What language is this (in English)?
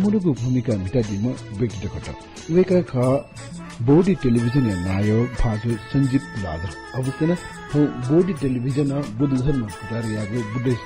Newari